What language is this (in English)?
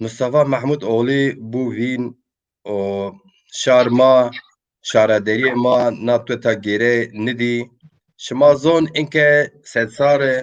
Zaza